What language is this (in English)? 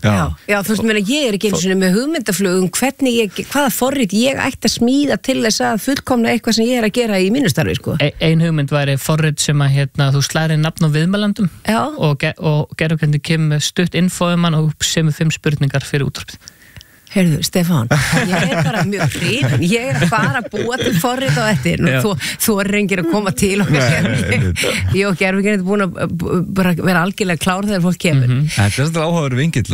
Icelandic